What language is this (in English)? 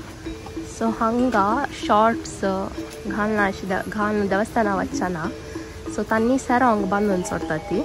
Konkani